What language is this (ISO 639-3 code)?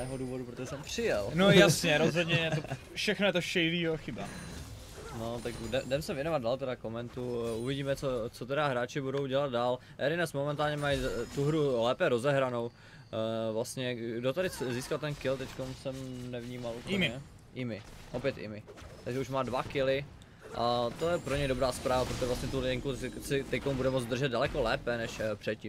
ces